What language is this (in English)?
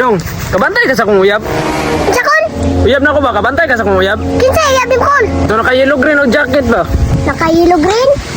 Cebuano